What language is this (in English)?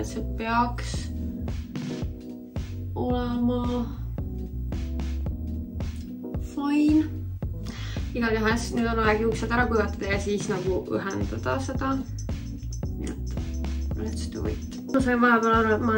Estonian